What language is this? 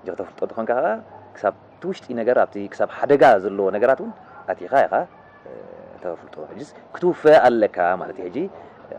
Tigrinya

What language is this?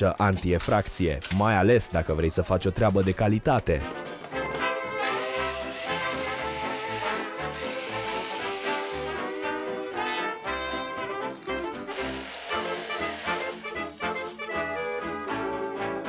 Romanian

